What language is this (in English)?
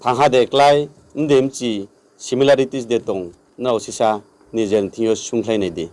Riang (India)